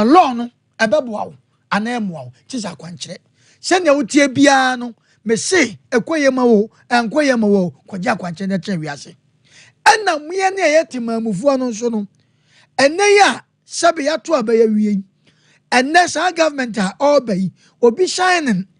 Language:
Akan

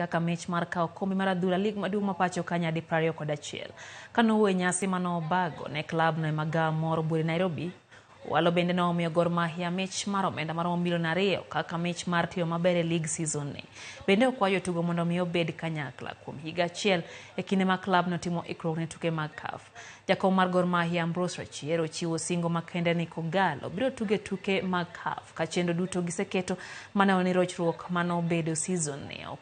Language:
Luo (Kenya and Tanzania)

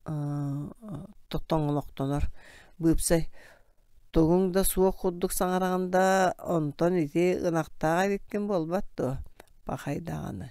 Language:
Yakut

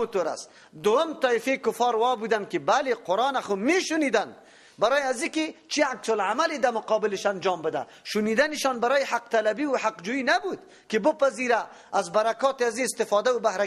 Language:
Persian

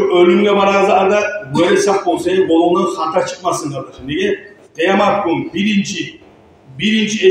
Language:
Kumyk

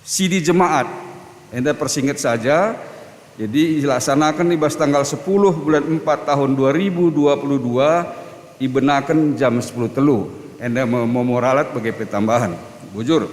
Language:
Batak Karo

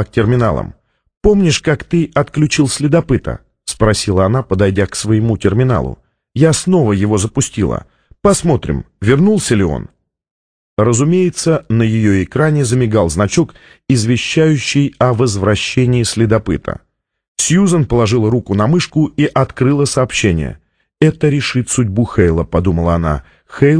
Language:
Russian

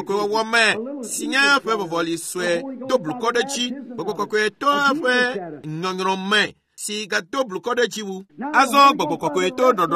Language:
Ewe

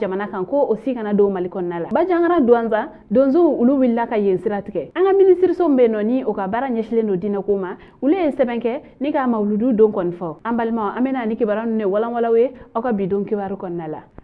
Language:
Bambara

